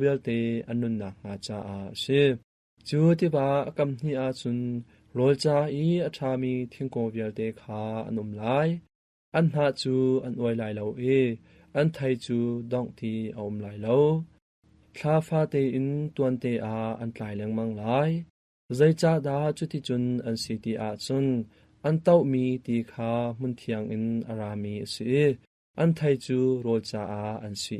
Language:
Hakha Chin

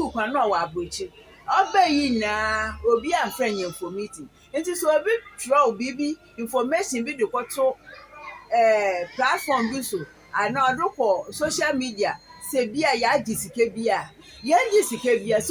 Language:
Akan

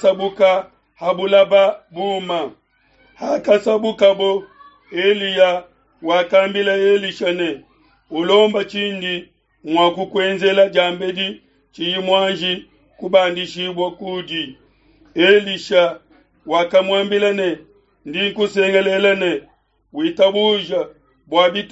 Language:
Luba-Lulua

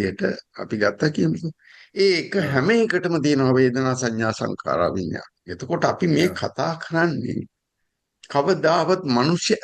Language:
Sinhala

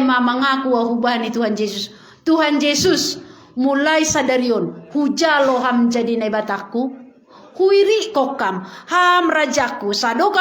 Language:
Batak Simalungun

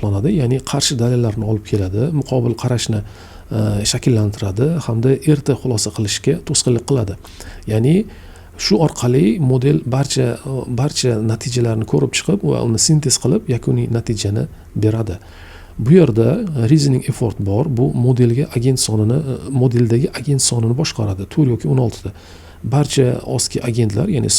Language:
Uzbek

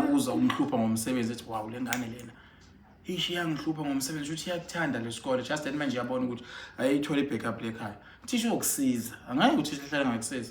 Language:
Zulu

